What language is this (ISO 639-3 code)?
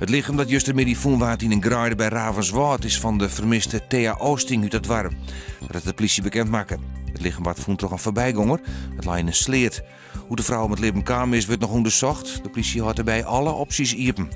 fry